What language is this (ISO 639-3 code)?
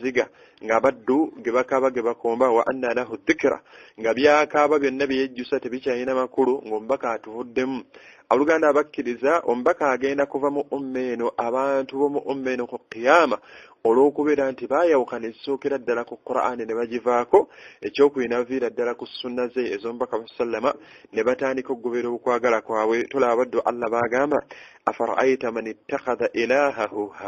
lug